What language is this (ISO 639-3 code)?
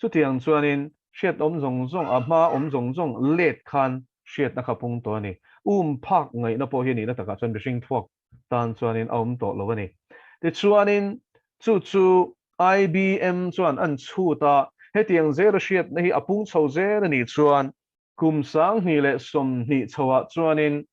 lus